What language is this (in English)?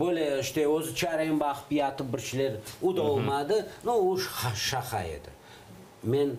Crimean Tatar